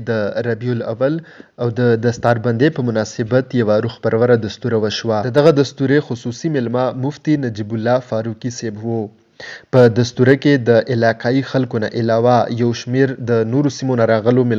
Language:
Pashto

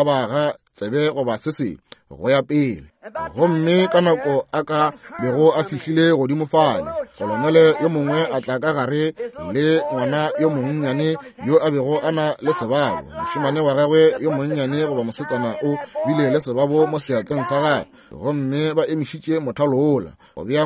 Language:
Northern Sotho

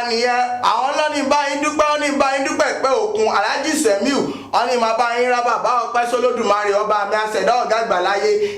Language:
Yoruba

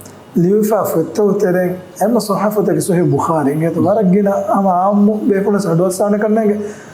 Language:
Divehi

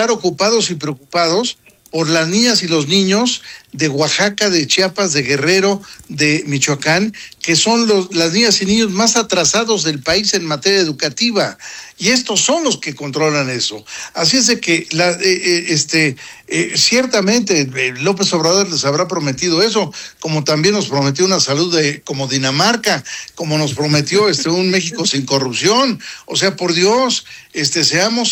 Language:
Spanish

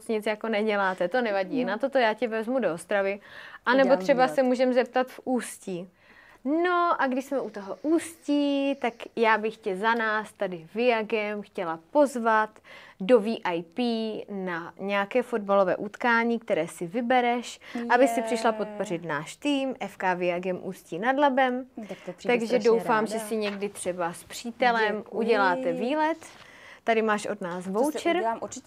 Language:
Czech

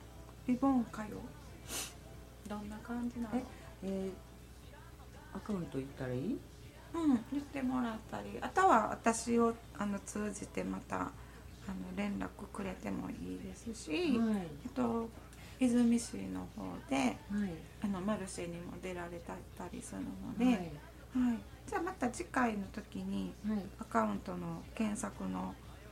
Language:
Japanese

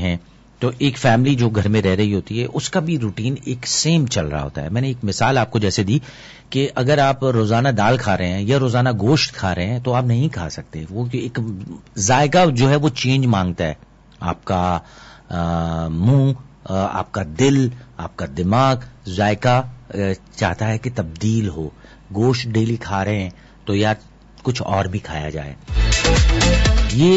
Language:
Urdu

